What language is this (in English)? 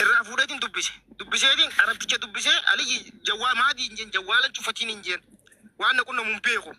Oromo